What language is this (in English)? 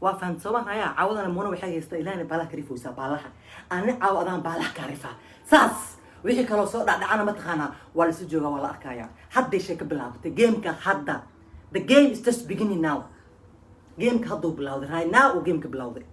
Somali